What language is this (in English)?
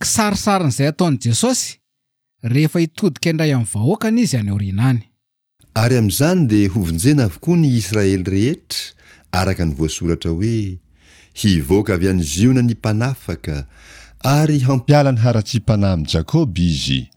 Malagasy